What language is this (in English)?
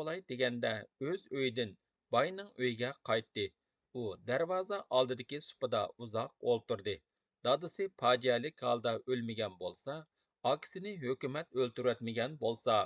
Uyghur